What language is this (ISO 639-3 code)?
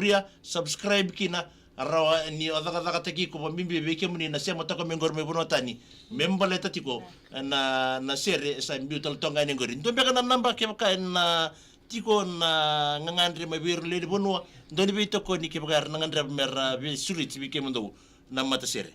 fij